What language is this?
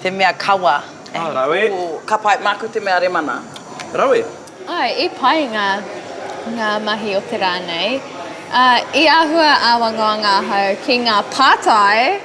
Māori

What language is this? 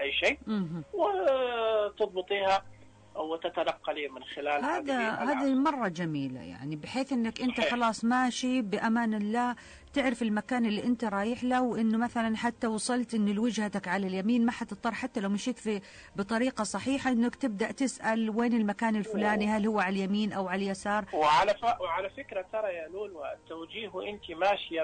Najdi Arabic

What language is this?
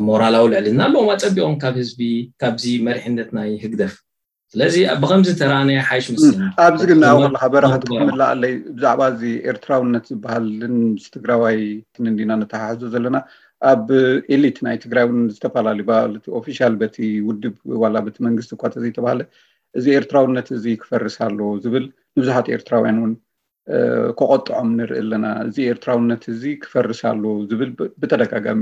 Tigrinya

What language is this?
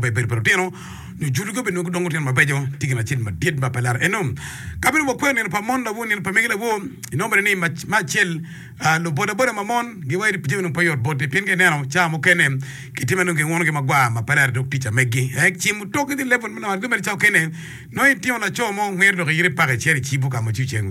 Acoli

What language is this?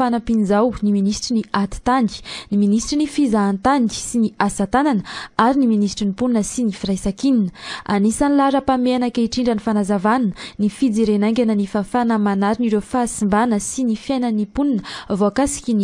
Malagasy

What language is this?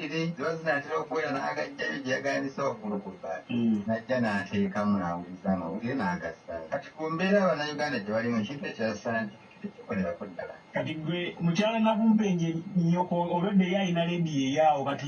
Ganda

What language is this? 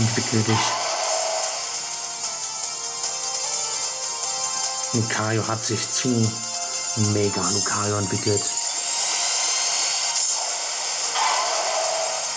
German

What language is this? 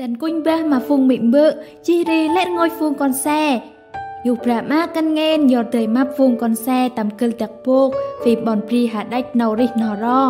Central Mnong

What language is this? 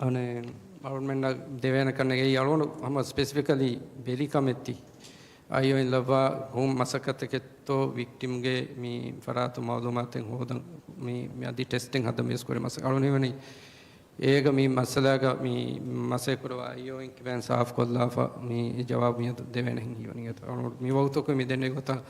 Divehi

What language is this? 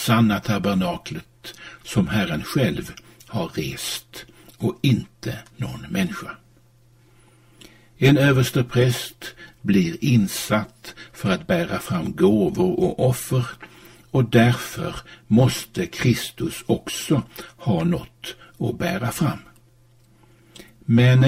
Swedish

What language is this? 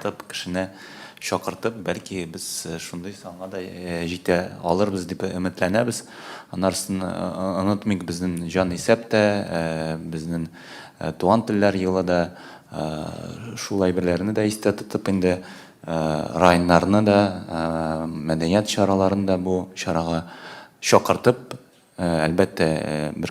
Tatar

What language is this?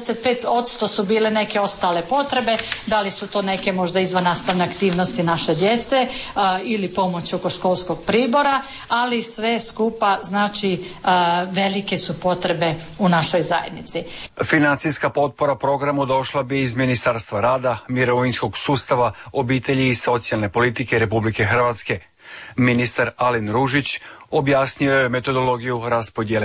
Croatian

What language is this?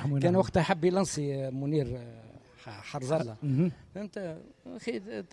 Tunisian Arabic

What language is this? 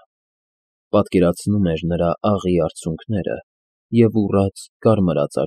Armenian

